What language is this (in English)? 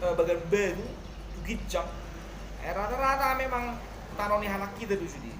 Batak Toba